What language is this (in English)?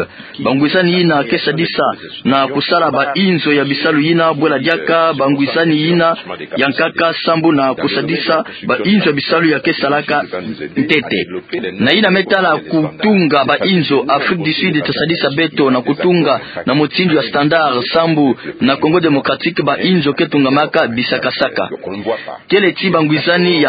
Kituba (Democratic Republic of Congo)